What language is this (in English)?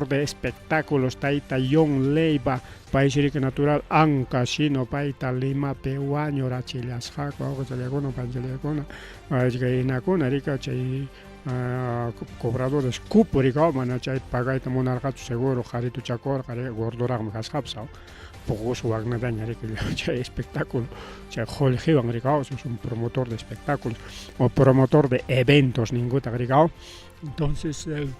Ayacucho Quechua